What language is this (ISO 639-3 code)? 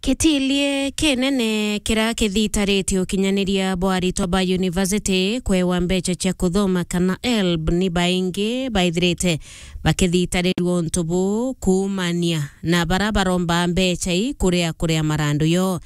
mer